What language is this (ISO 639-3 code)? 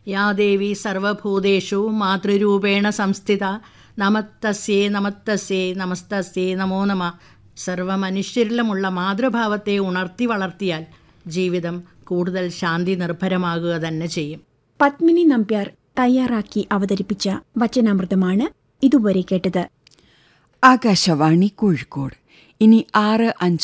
mal